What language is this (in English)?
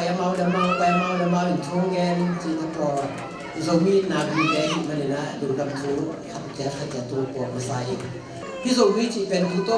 Tedim Chin